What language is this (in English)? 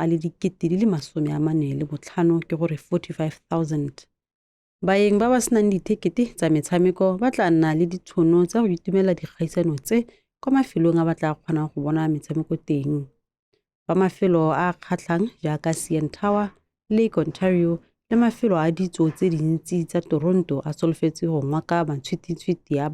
Tswana